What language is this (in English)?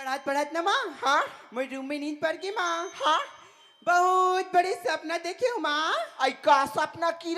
Chhattisgarhi